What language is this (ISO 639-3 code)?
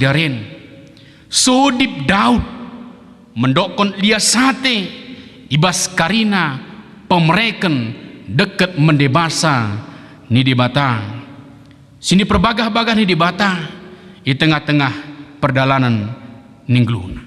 btd